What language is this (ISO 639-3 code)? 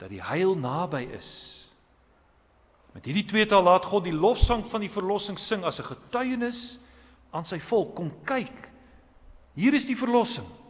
afr